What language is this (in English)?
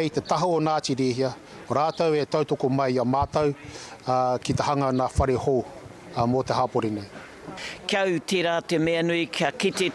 Māori